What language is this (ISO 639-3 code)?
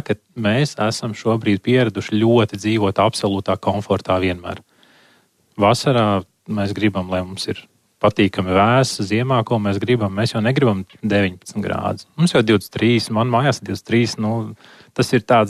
lav